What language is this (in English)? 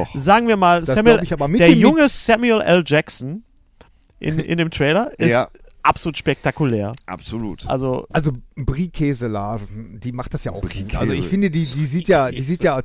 German